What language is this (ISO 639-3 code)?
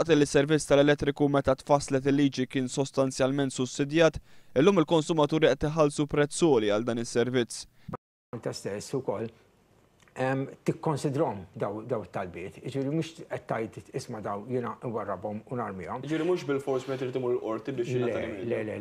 mlt